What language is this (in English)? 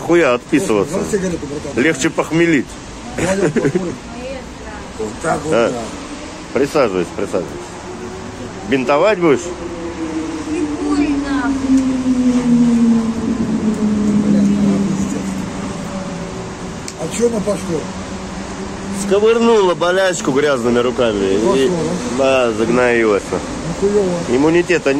Russian